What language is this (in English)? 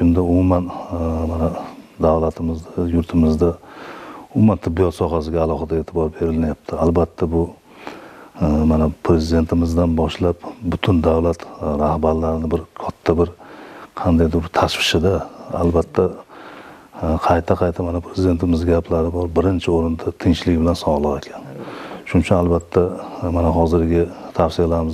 Uzbek